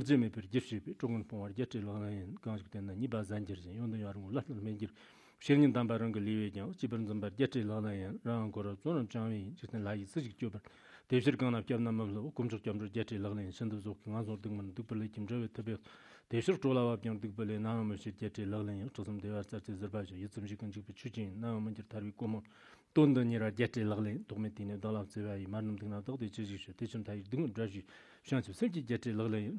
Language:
Chinese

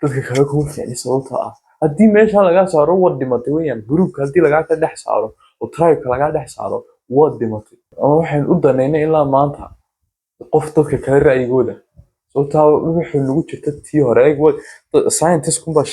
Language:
Somali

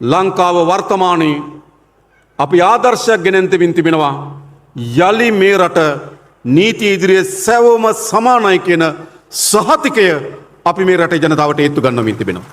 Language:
Sinhala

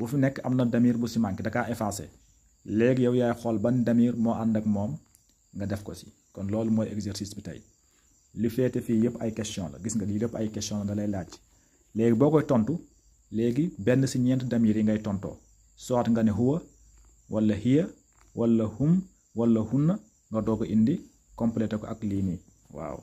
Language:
Wolof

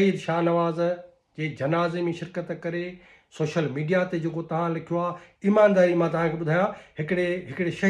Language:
Sindhi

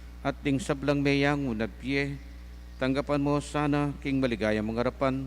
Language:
Pampanga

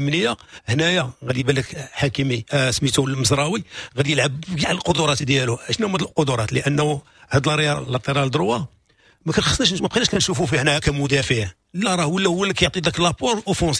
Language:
Moroccan Arabic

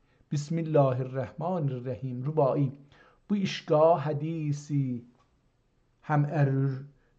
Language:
South Azerbaijani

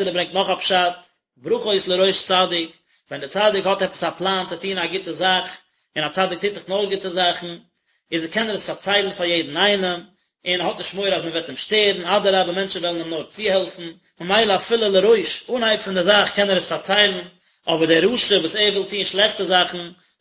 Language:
Yiddish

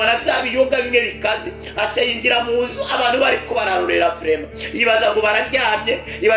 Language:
Rundi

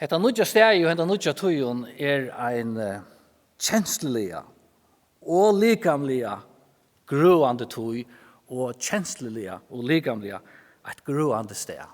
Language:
Faroese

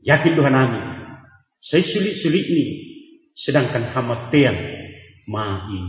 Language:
Batak Simalungun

